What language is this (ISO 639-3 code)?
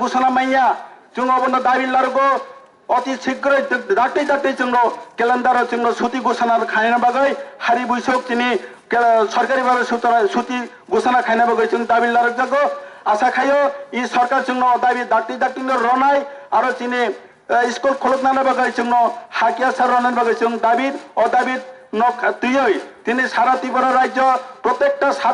trp